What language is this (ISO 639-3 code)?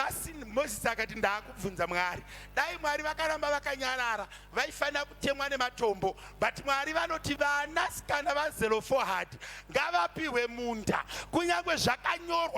sna